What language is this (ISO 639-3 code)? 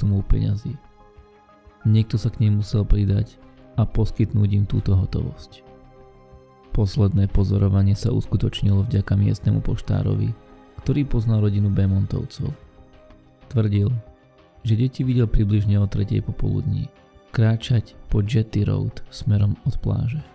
slk